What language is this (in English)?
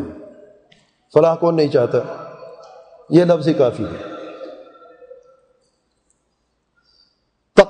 Urdu